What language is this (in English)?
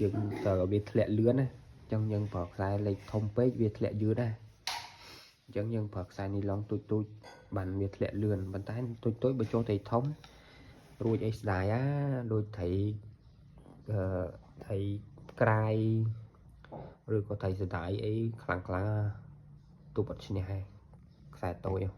Khmer